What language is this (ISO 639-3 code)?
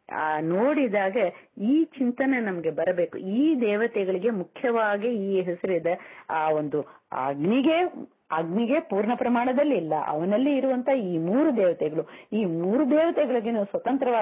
kan